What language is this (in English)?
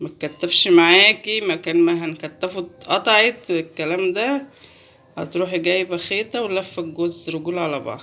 Egyptian Arabic